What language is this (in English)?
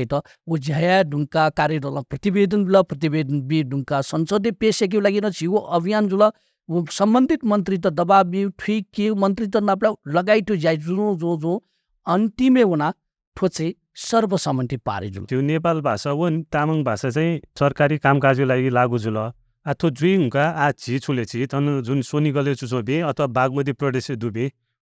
Newari